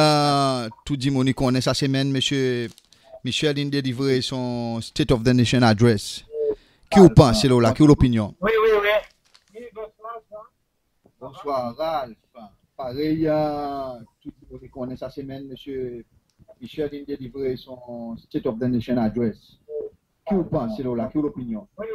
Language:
Seselwa Creole French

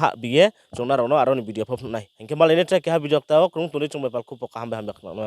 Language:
Riang (India)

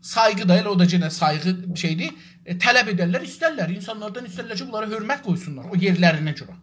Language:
South Azerbaijani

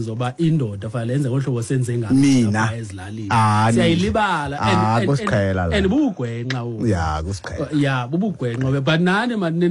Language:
Xhosa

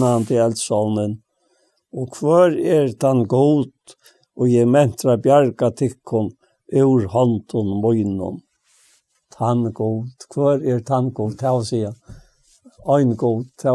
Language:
Faroese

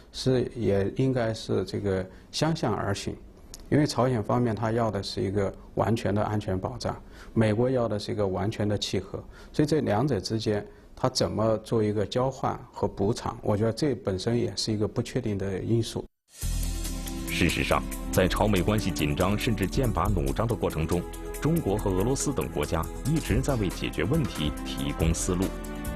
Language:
Chinese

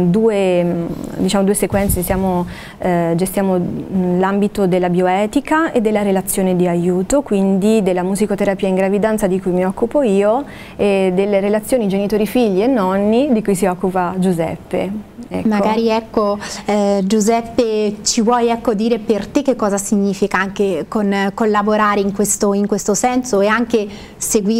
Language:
Italian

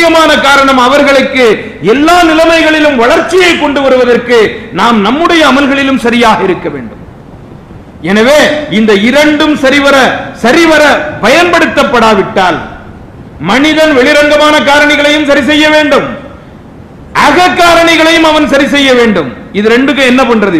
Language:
Tamil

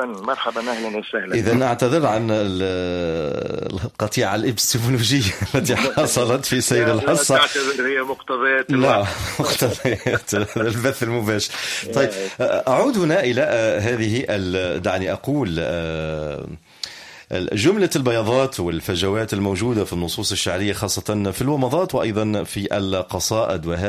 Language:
Tunisian Arabic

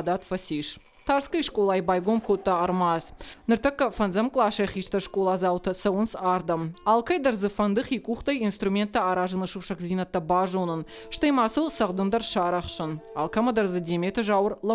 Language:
Ossetic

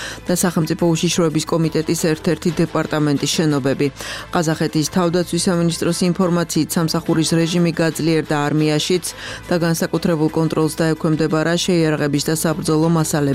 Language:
Georgian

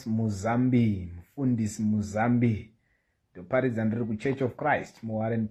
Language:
Shona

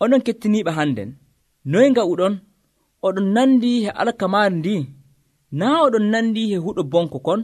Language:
Nigerian Fulfulde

